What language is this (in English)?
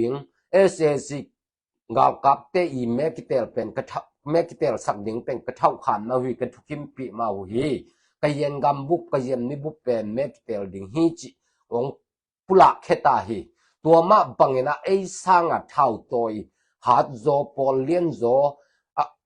Tedim Chin